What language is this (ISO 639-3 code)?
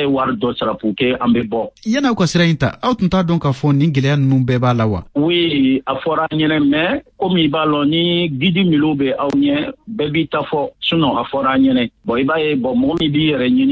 bam